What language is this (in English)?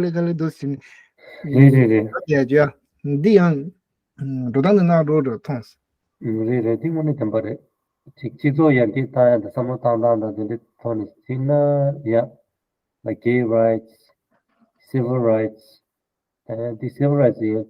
Tibetan